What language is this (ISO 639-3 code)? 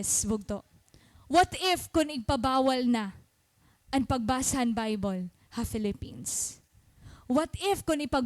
war